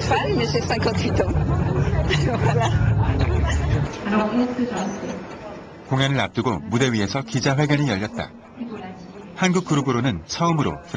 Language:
Korean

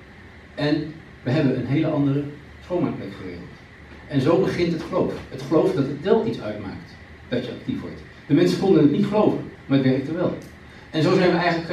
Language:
Dutch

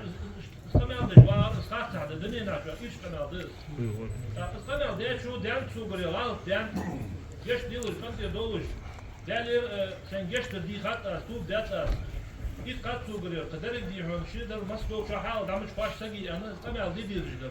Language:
Ingush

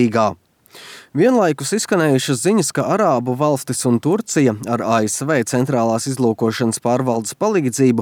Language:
Latvian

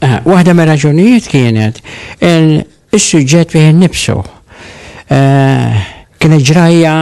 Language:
Maltese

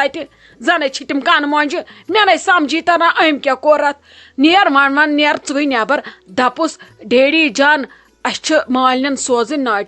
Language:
Kashmiri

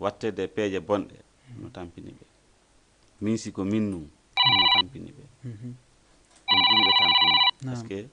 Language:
Fula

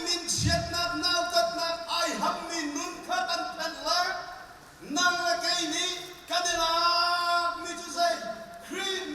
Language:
Hakha Chin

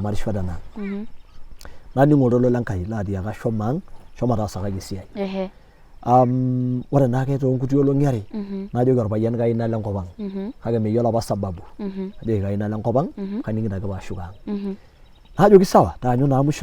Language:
Masai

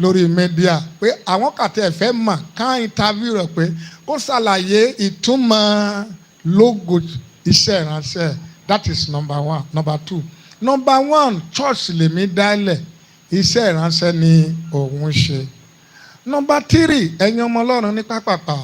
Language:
Yoruba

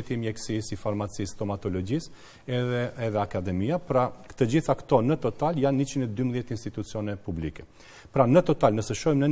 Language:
Albanian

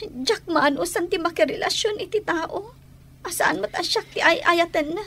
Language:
Iloko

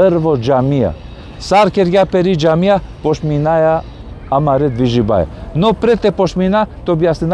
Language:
Balkan Romani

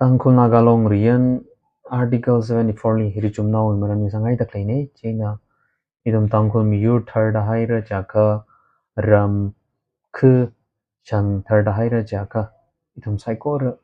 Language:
Tangkhul Naga (India)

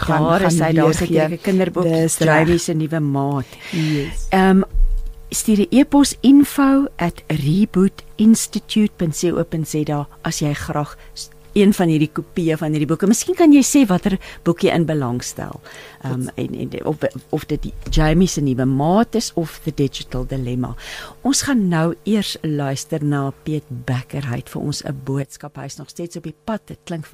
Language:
Afrikaans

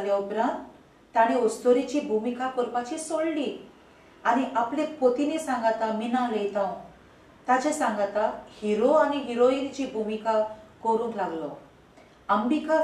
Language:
Konkani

